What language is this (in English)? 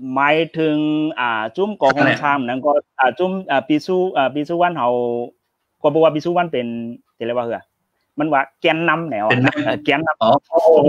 Shan